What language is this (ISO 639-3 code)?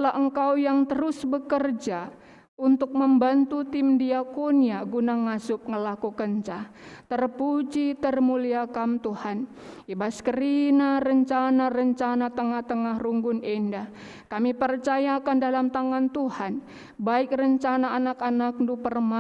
btx